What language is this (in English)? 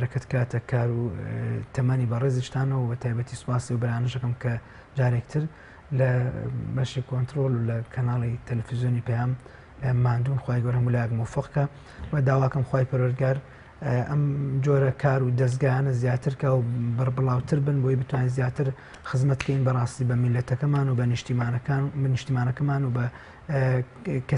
Central Kurdish